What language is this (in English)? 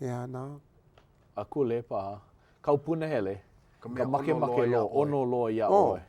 Hawaiian